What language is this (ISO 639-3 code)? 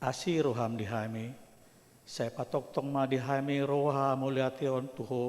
bbc